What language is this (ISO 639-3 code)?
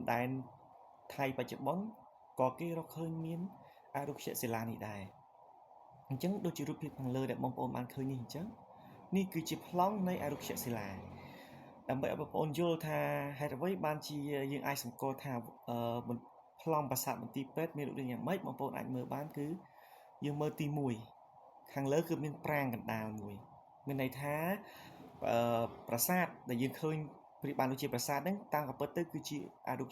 khm